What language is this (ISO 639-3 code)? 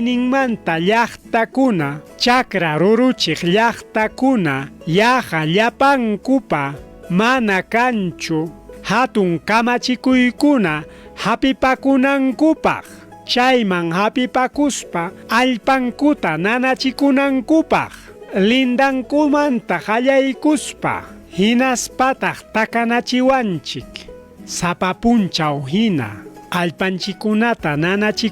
quy